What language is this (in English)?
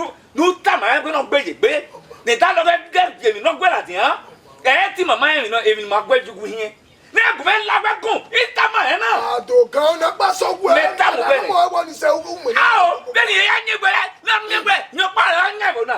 Bini